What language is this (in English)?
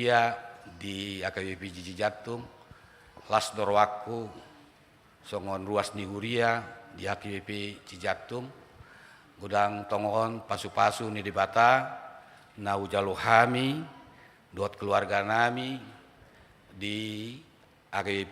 Batak Toba